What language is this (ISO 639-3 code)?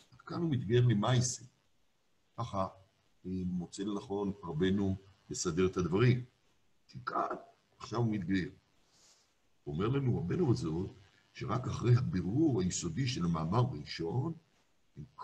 heb